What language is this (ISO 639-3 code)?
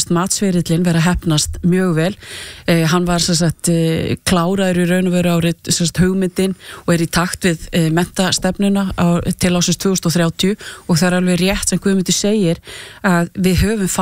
isl